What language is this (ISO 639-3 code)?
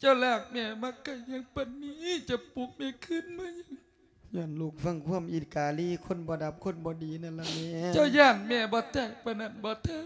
lao